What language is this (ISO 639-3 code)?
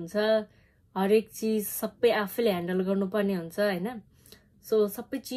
nep